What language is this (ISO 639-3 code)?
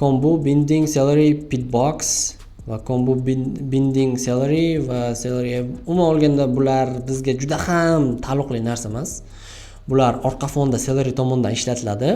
uzb